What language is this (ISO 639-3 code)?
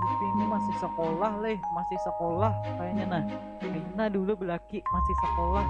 bjn